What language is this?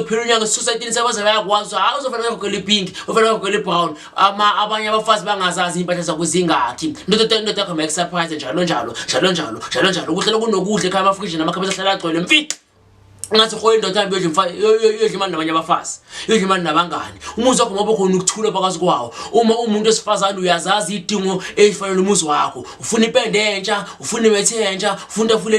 Zulu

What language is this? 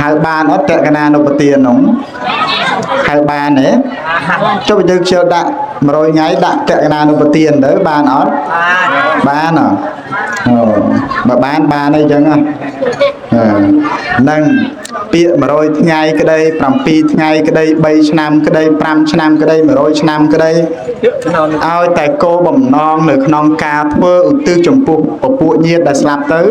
Khmer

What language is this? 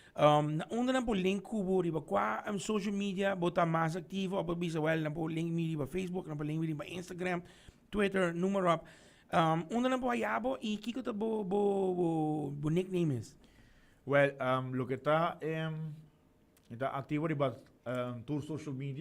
Papiamento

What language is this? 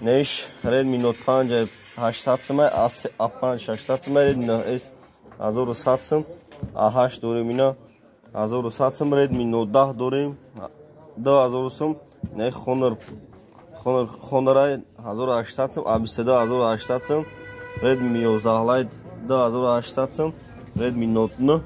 Tajik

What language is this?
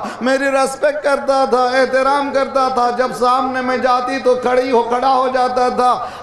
Urdu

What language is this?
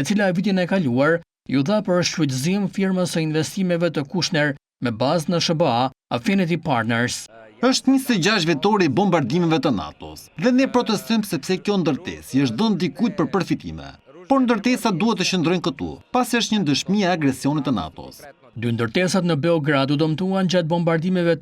Albanian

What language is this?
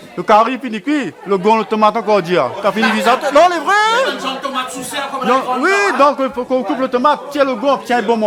Réunion Creole French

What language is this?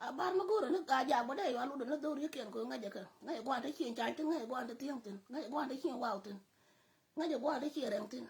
Nuer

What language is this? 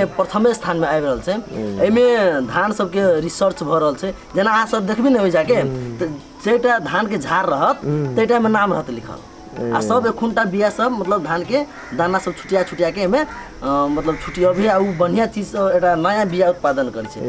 Maithili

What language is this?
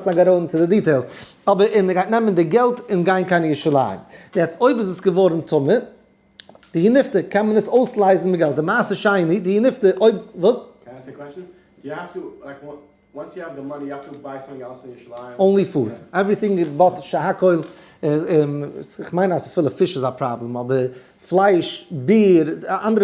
Yiddish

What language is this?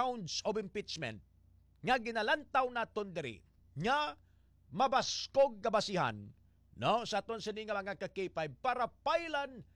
Hiligaynon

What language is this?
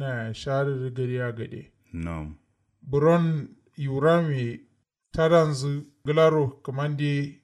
Kanuri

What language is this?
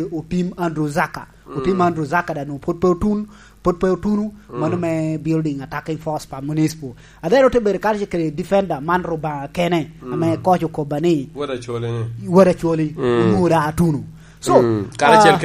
Lango (Uganda)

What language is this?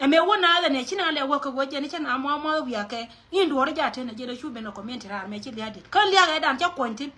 Nuer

